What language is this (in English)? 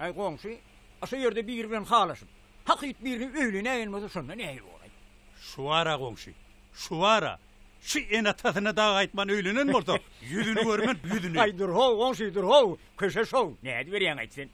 Turkmen